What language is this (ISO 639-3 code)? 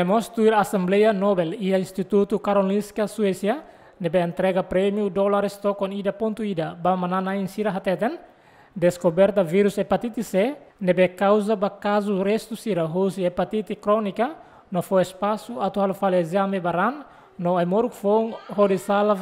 tet